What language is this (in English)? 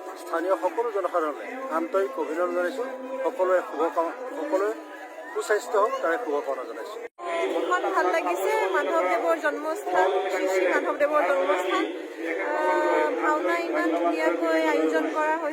Assamese